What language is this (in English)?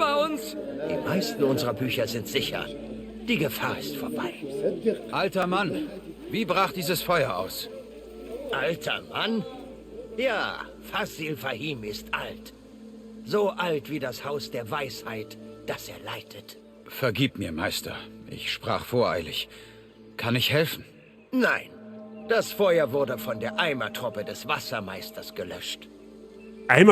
Bavarian